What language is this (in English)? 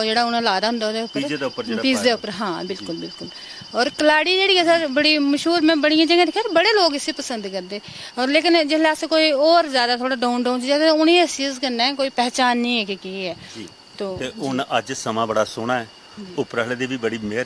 Dogri